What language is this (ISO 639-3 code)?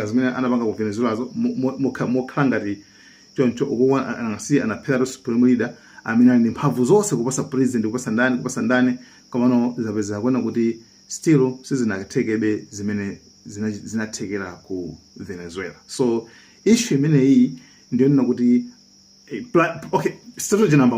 nya